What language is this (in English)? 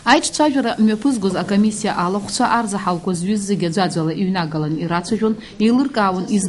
Abkhazian